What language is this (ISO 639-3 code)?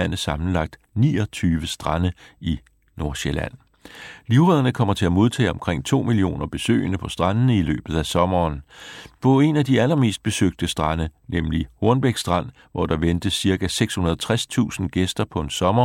dan